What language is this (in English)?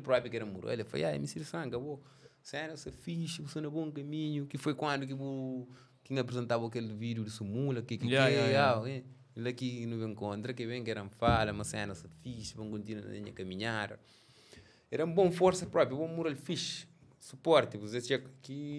Kabuverdianu